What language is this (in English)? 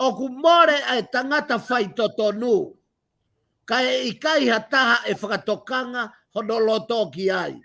Tongan